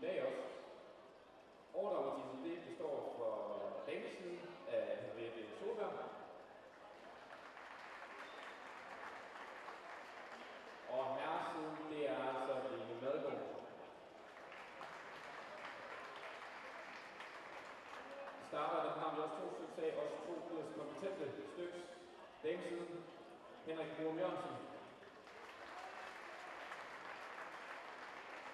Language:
Danish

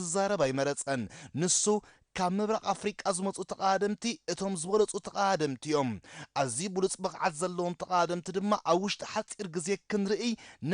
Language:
Tigrinya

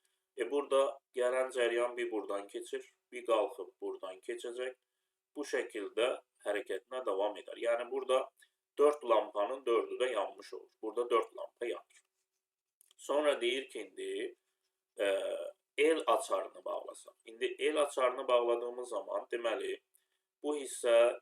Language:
Azerbaijani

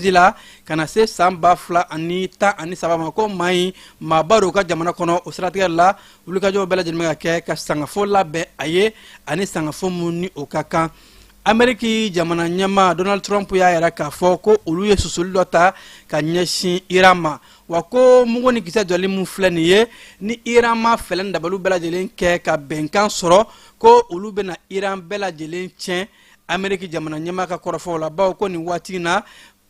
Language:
Bambara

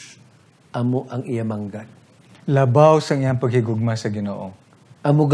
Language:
Hiligaynon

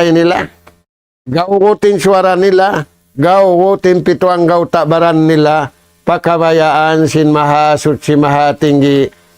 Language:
Tausug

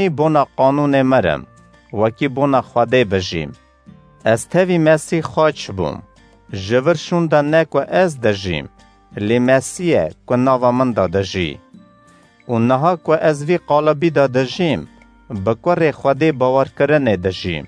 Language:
Kurdish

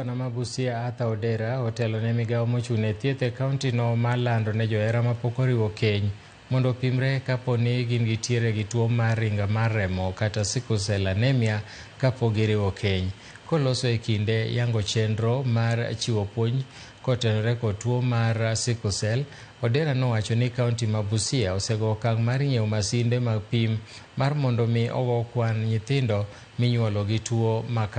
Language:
Luo (Kenya and Tanzania)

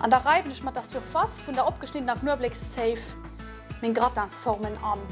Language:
Luxembourgish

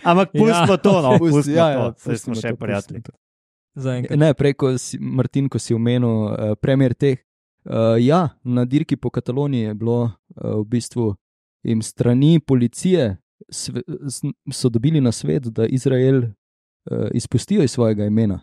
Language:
Slovenian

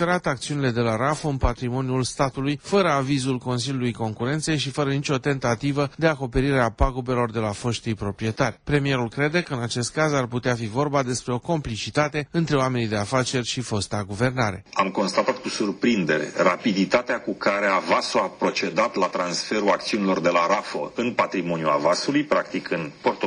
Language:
Romanian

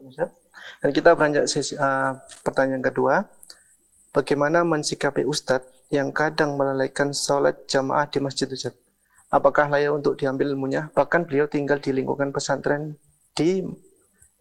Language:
Indonesian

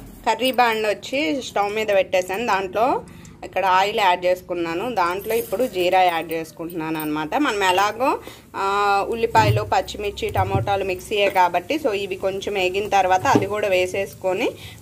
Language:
Telugu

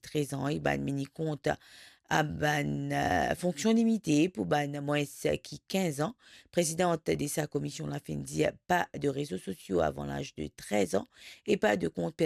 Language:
Morisyen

